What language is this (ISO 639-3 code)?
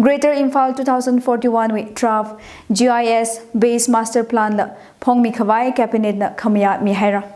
nmf